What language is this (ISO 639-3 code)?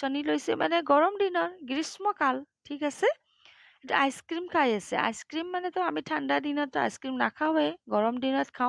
asm